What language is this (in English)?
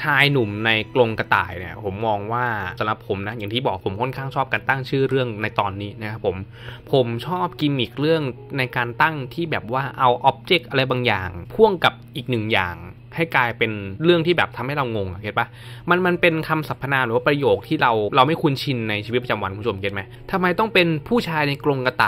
Thai